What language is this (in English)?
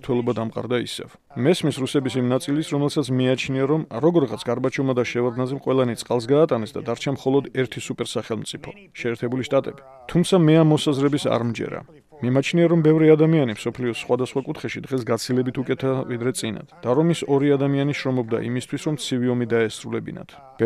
Georgian